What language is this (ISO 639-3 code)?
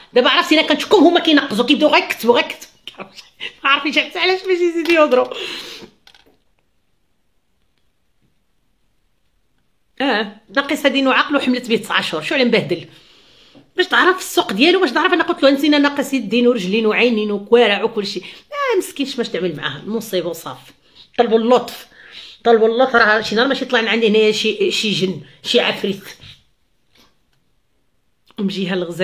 ary